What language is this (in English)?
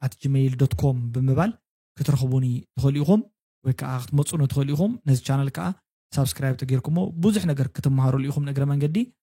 Tigrinya